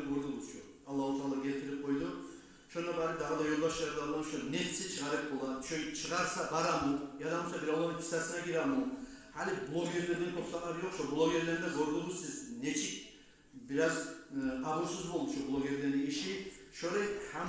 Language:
Kumyk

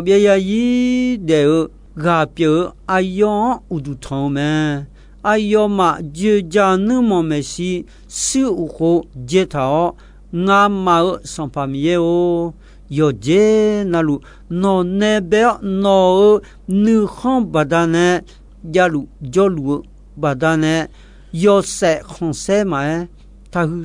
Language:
Akha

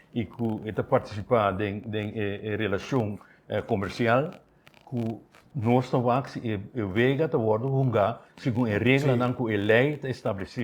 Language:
Papiamento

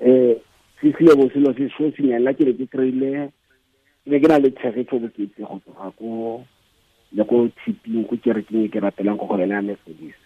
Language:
Tswana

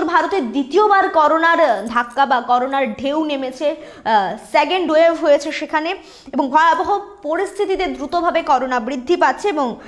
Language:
Bangla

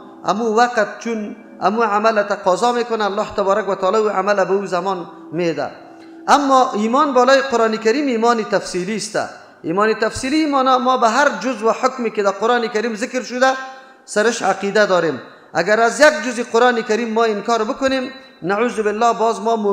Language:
Persian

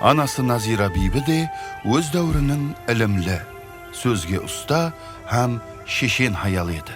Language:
Kara-Kalpak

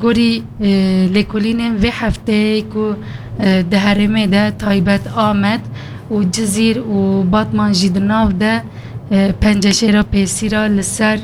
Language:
Kurdish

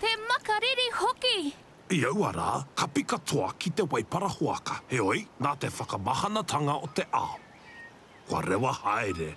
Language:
Māori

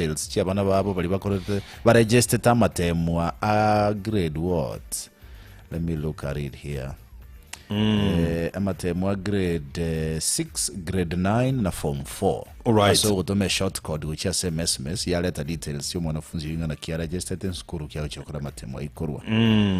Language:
Gusii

